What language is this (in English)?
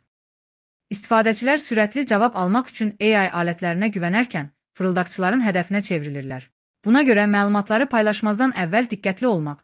Azerbaijani